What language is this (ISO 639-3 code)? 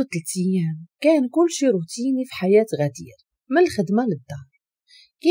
ary